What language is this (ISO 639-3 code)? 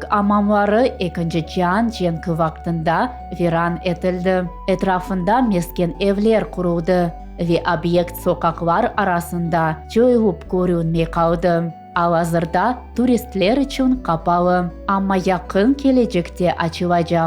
crh